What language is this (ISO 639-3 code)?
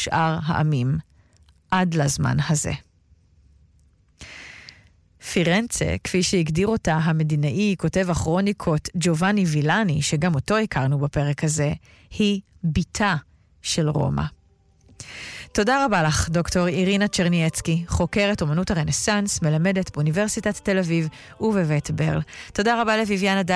heb